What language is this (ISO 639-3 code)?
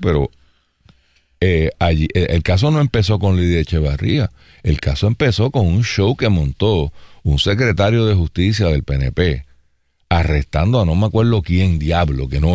spa